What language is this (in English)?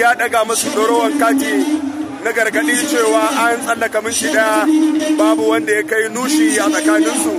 Hausa